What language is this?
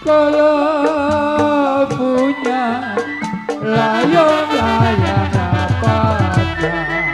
Betawi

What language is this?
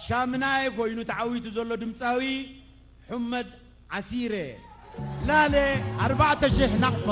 Tigrinya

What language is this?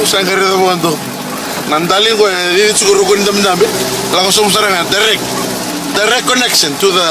Fijian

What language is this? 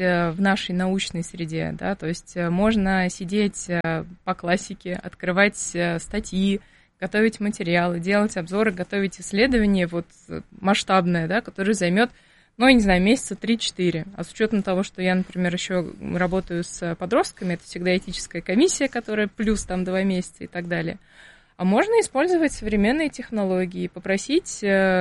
Russian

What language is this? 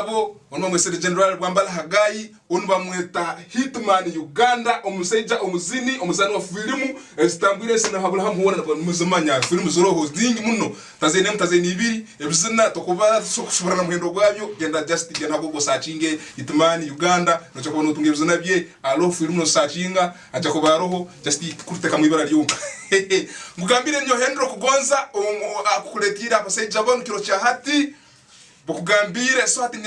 Tooro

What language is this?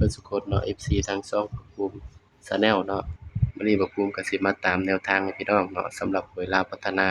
Northeastern Thai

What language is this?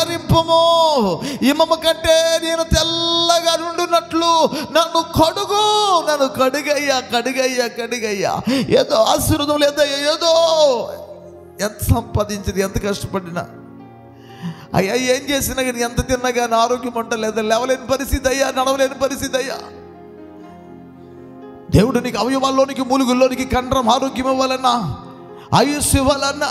Telugu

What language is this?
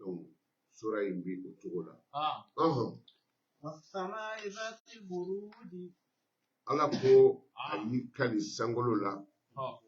Bambara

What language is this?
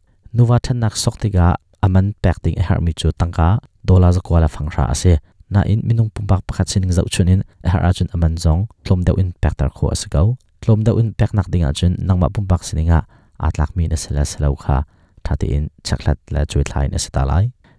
Hakha Chin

